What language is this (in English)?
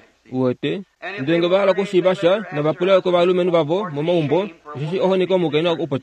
Kuanyama